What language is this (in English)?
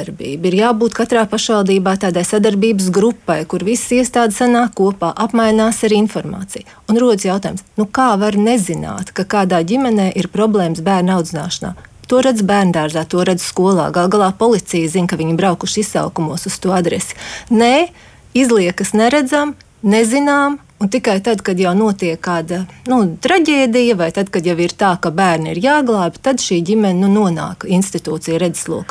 Latvian